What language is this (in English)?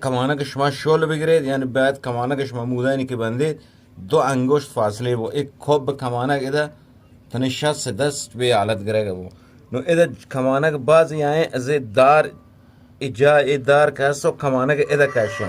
Eastern Balochi